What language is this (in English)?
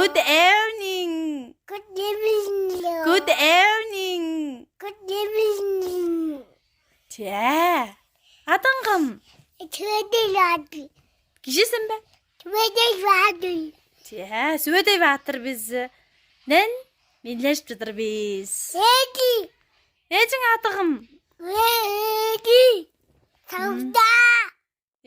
Tuvinian